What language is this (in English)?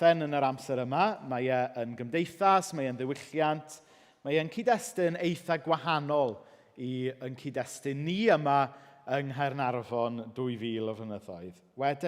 Welsh